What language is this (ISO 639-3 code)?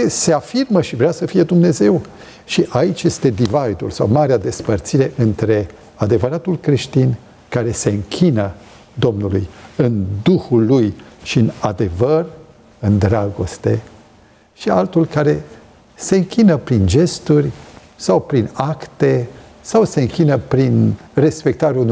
ron